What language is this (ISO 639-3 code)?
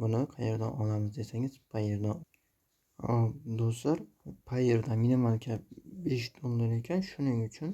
uzb